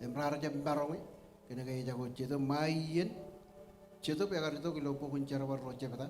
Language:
Marshallese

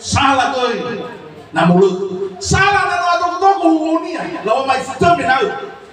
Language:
Nias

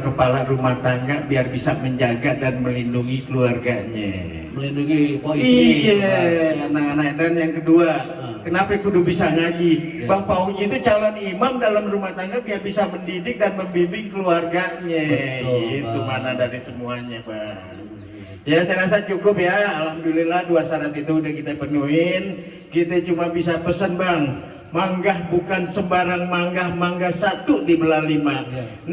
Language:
Betawi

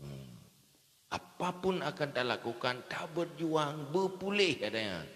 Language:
Achinese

